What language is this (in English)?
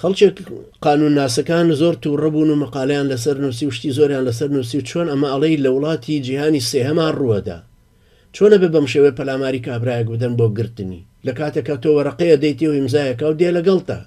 Central Kurdish